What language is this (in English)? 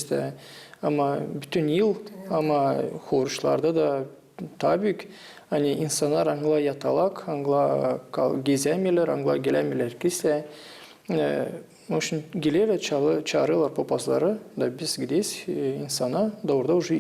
Gagauz